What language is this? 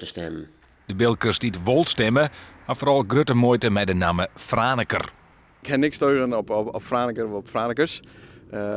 Western Frisian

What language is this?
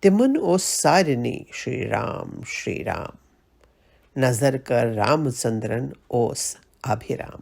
Kashmiri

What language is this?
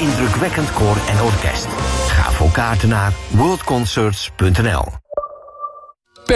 Dutch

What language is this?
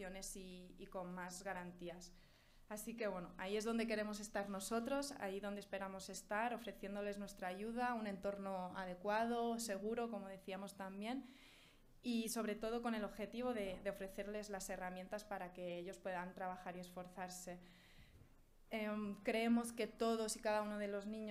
Spanish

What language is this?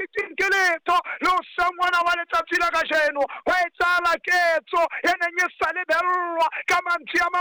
Southern Sotho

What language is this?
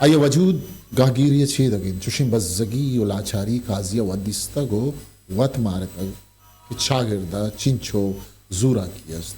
Eastern Balochi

